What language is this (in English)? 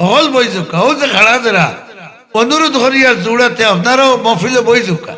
Sylheti